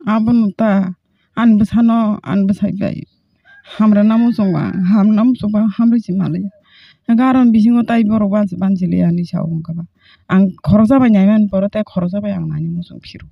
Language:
Kok Borok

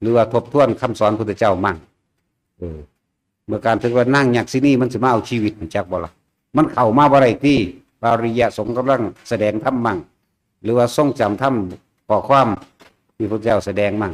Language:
Northeastern Thai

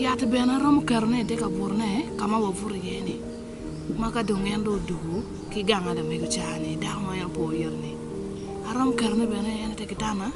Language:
Acoli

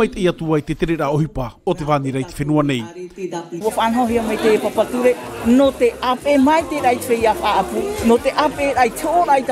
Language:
Tahitian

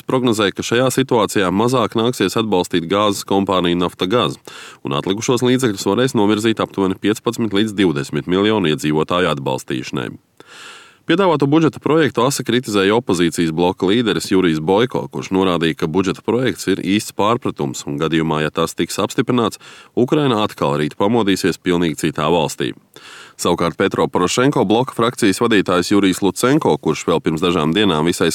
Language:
Latvian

